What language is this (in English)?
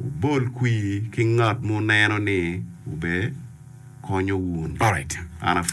Acoli